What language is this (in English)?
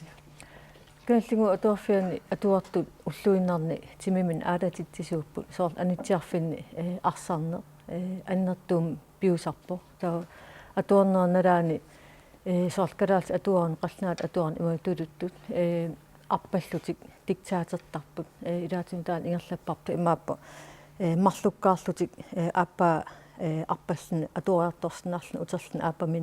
Kalaallisut